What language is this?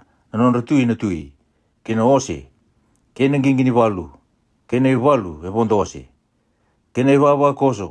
Fijian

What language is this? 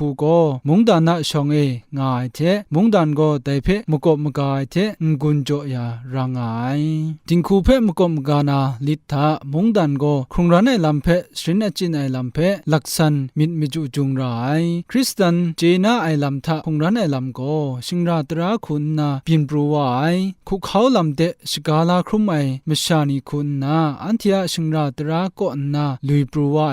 Kachin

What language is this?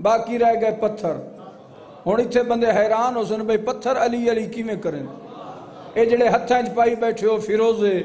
Saraiki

